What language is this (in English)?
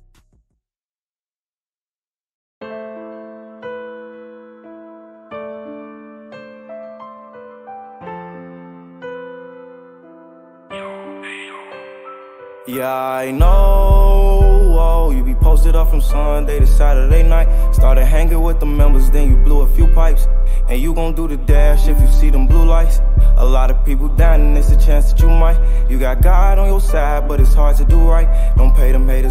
English